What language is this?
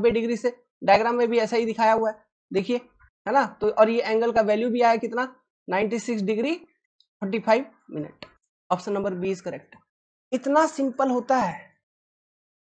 Hindi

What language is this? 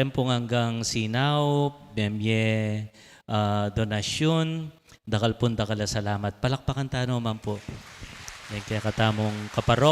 Pampanga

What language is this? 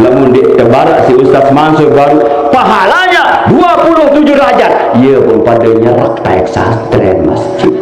Sasak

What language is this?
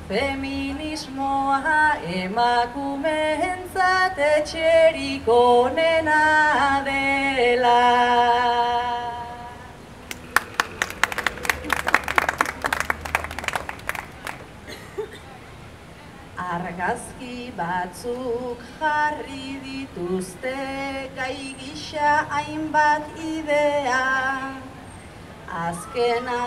Basque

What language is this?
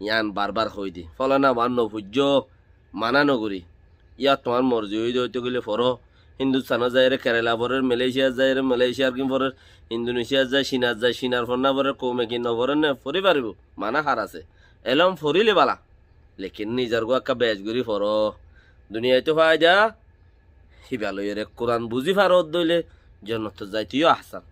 Rohingya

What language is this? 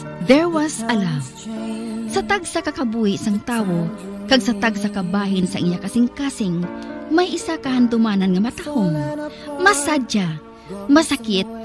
Hiligaynon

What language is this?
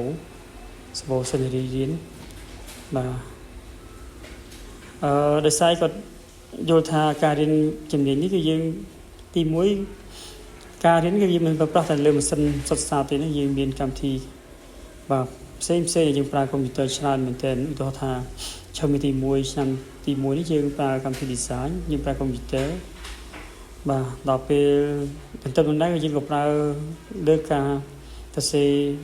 Khmer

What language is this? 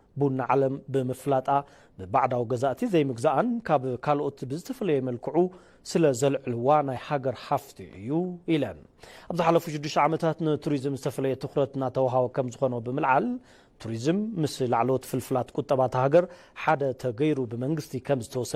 Tigrinya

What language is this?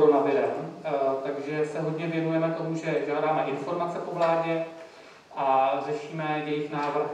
Czech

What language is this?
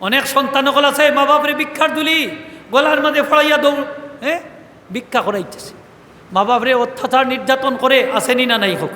Sylheti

